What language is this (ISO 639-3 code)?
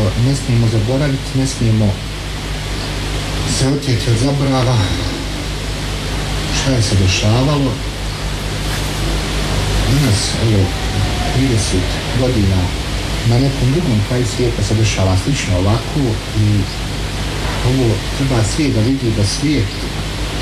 bos